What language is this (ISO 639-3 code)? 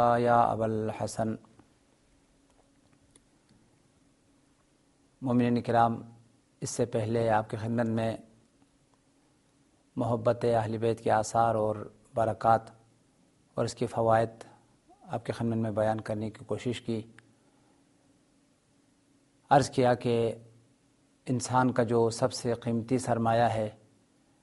urd